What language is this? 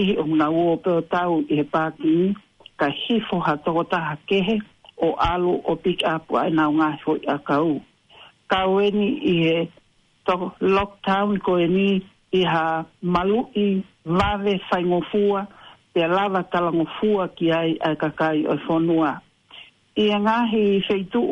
Tongan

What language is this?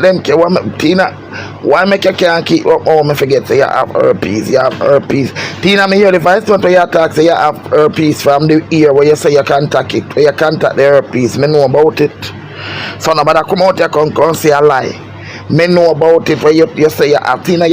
Jamaican Creole English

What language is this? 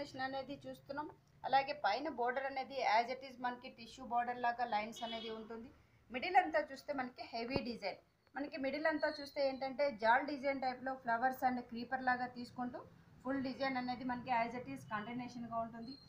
Telugu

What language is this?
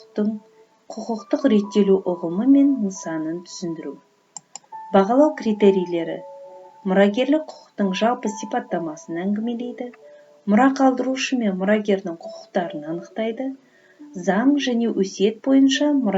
Kazakh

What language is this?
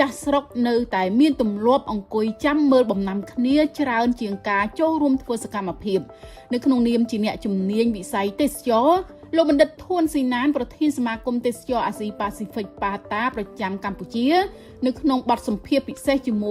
Khmer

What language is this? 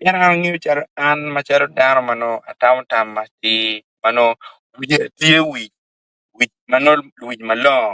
Acoli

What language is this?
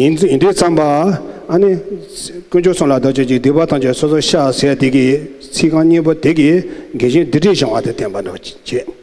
Tibetan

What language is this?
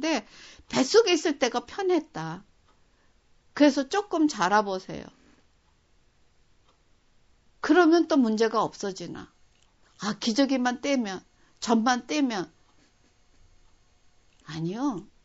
Korean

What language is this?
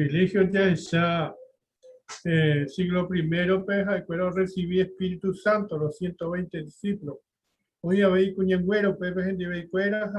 Guarani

